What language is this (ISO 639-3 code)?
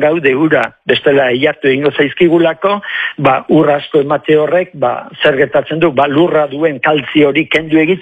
eus